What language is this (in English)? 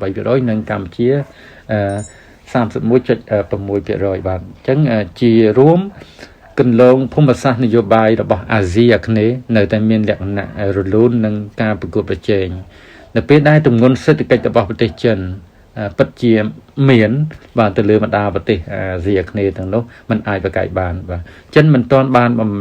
Khmer